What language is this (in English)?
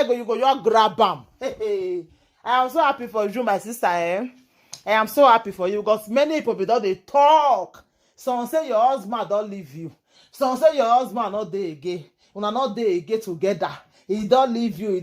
Nigerian Pidgin